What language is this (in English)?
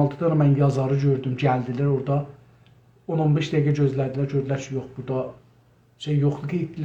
South Azerbaijani